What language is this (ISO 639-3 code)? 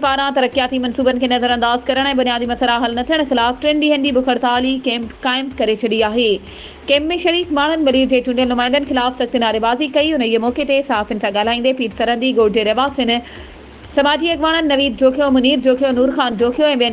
snd